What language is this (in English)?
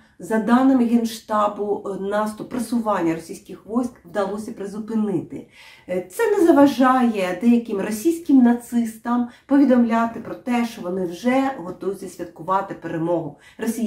Ukrainian